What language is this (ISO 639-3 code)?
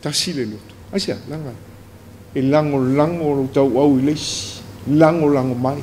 smo